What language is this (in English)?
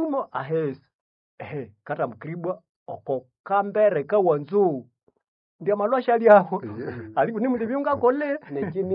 Nande